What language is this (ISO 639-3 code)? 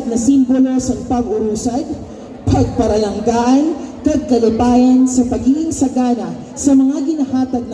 msb